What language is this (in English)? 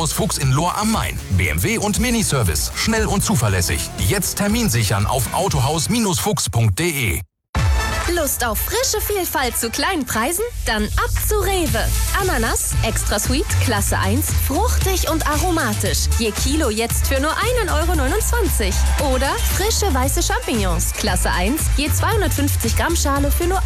German